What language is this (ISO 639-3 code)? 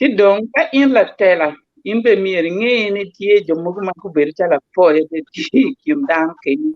ach